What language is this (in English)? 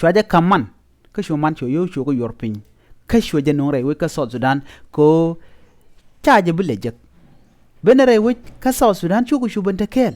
Nuer